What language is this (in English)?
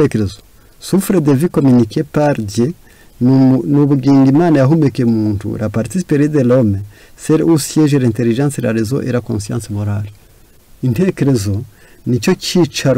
Kinyarwanda